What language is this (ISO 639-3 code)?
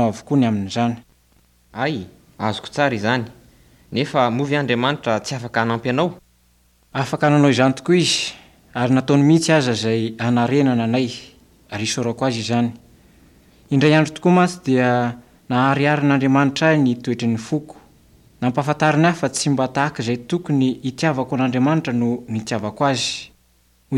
mlg